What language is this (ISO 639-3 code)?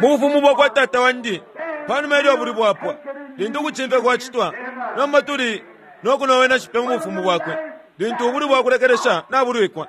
bem